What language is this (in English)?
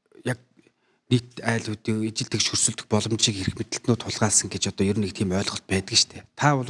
Mongolian